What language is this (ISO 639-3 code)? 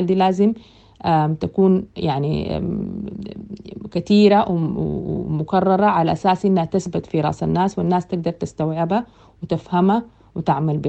apd